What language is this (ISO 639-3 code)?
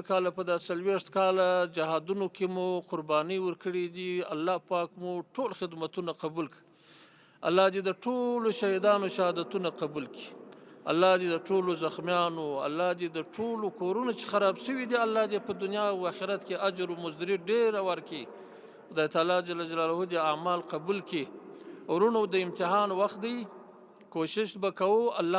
pus